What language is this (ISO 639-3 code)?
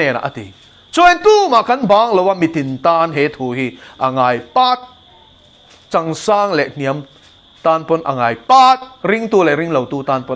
lus